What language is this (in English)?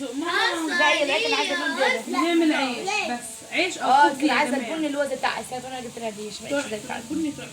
Egyptian Arabic